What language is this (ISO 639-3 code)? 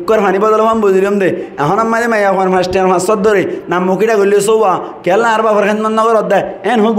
rhg